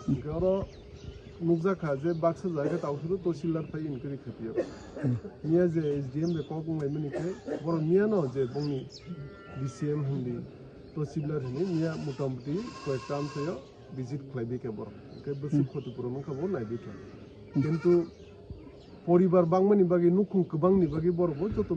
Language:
Kok Borok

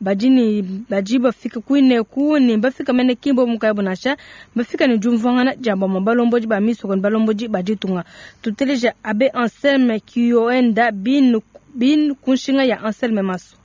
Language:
Luba-Lulua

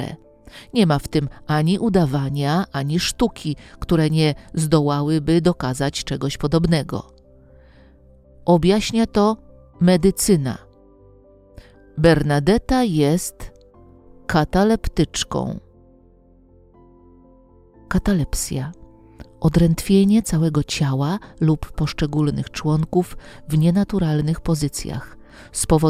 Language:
Polish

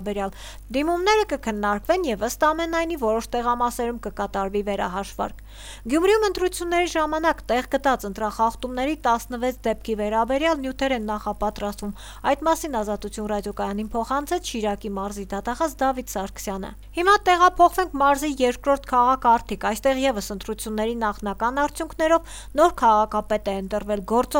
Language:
Armenian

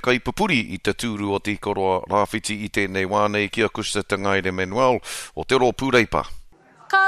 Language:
Māori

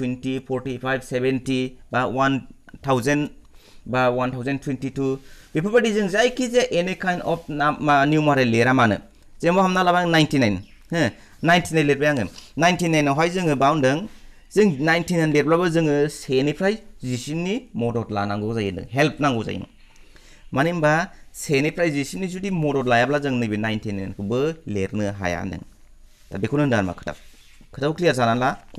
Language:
Bodo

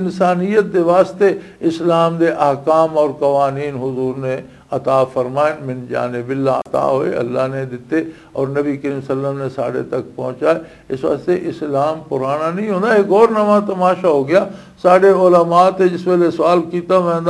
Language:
Western Panjabi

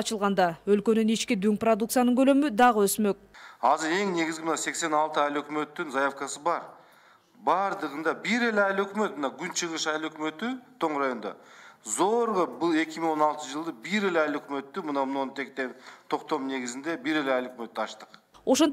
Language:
Kyrgyz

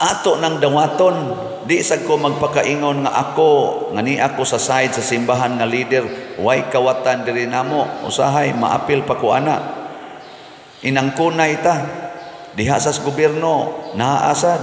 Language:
Cebuano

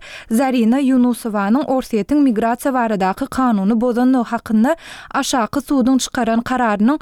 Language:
Turkmen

